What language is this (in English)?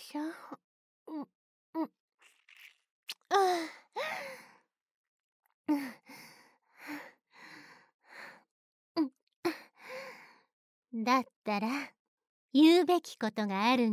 Japanese